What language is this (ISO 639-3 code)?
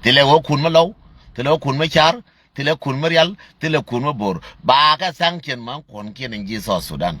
nus